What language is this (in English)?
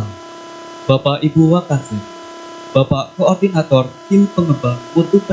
Balinese